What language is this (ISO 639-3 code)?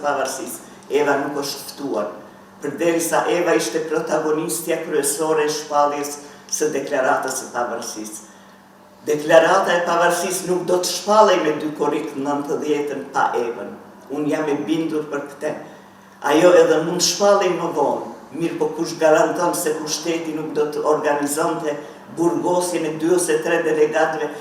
sqi